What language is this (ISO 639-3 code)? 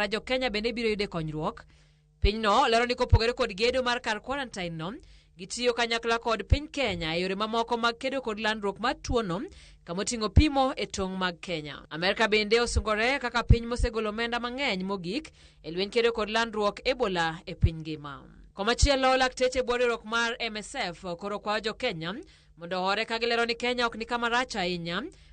luo